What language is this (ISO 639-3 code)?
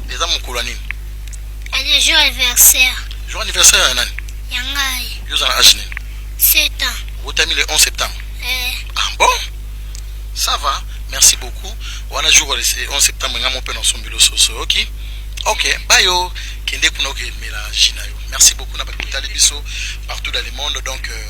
lin